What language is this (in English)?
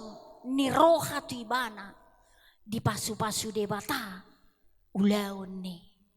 Batak Toba